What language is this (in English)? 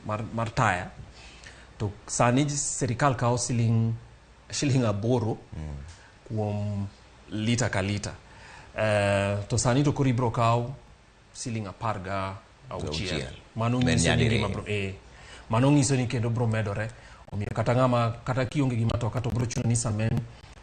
Luo (Kenya and Tanzania)